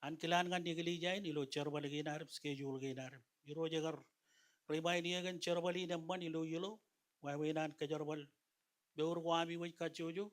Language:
Marshallese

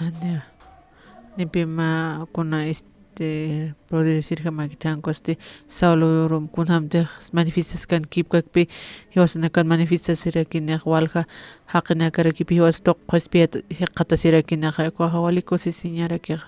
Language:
Aymara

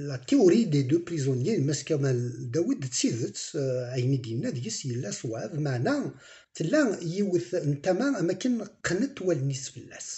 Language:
Kabyle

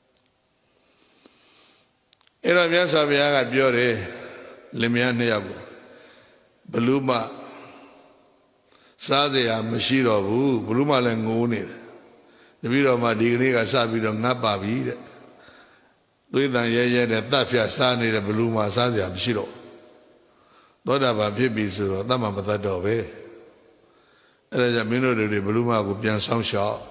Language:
Burmese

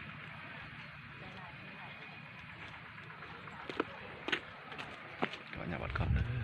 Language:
Lao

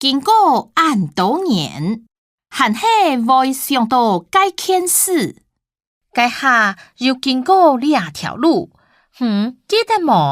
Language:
Hakka Chinese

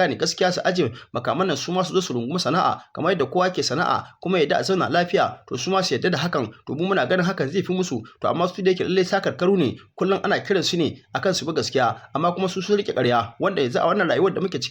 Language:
Hausa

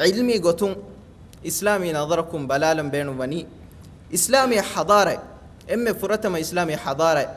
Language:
Divehi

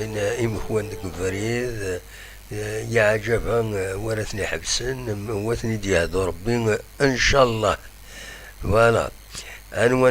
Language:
Kabyle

